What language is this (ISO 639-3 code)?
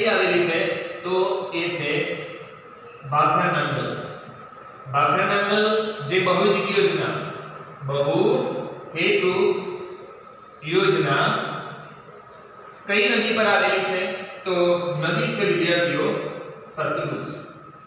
guj